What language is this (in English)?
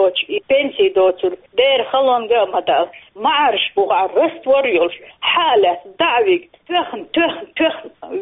Chechen